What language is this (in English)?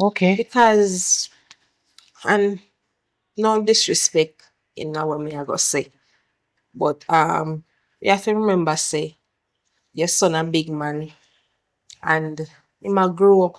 Jamaican Creole English